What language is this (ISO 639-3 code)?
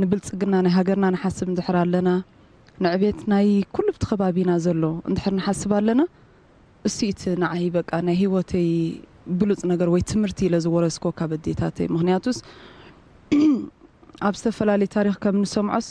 tir